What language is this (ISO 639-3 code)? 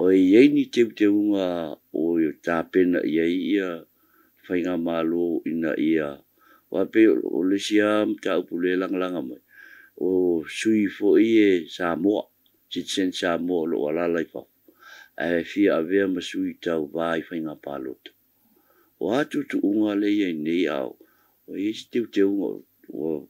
smo